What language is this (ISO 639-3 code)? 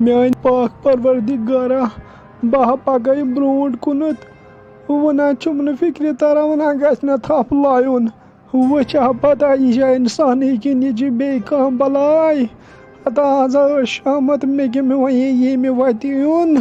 kas